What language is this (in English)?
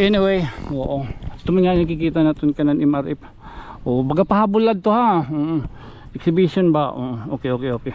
Waray